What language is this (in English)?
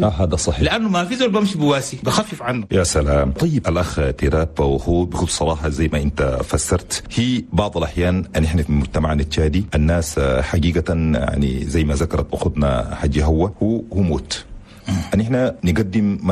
Chadian Arabic